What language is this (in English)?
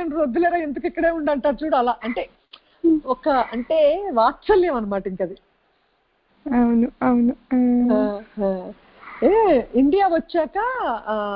Telugu